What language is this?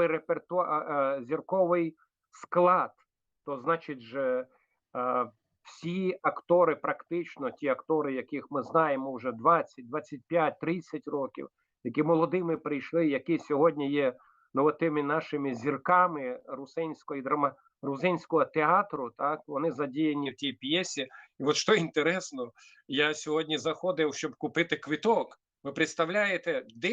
Rusyn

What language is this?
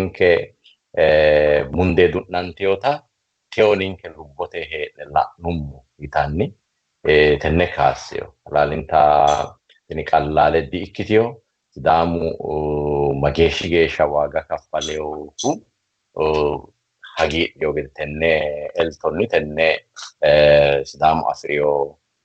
Sidamo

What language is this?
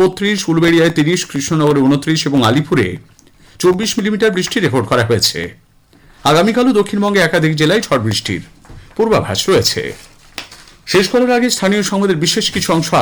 Bangla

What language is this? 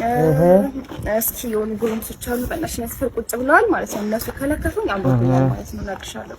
Amharic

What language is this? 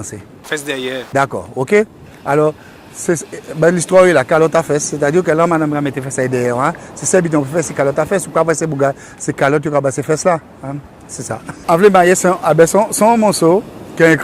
Guadeloupean Creole French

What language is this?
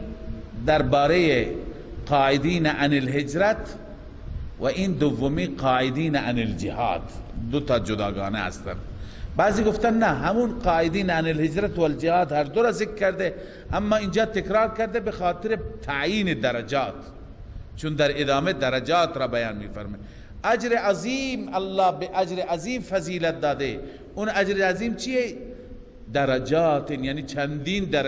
Persian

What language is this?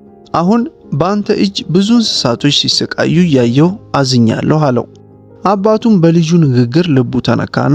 Amharic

